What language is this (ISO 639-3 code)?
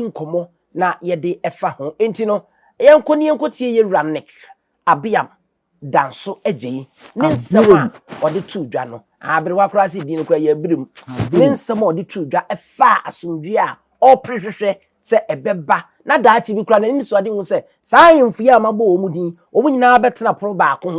aka